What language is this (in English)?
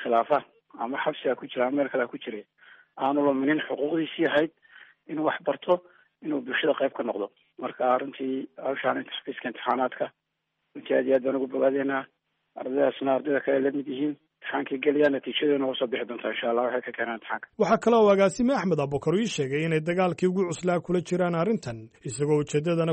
Somali